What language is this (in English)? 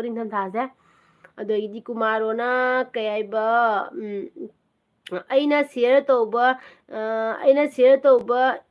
Manipuri